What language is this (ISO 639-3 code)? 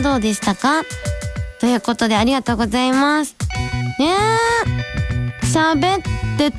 jpn